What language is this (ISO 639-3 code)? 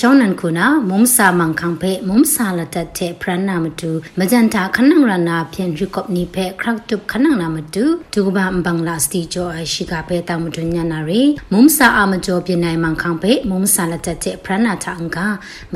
mya